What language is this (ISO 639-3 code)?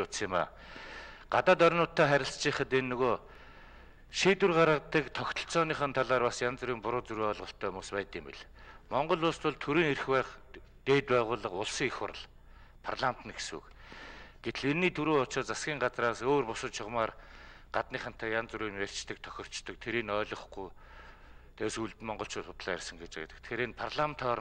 mon